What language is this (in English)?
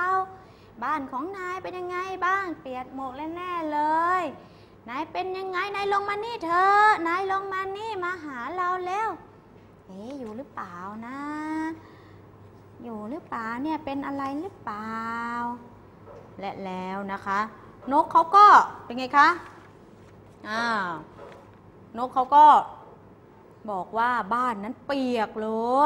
Thai